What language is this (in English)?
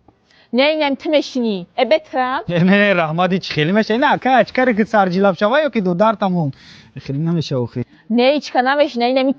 Tajik